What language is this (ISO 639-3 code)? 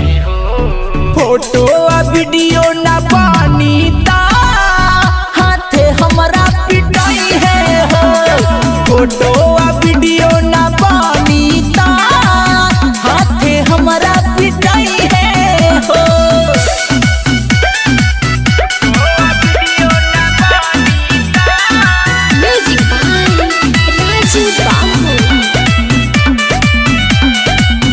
bho